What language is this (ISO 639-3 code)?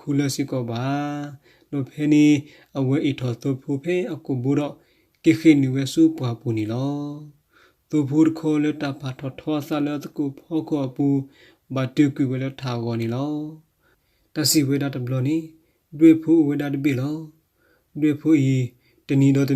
ksw